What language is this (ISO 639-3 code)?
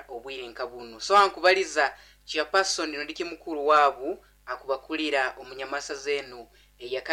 nyo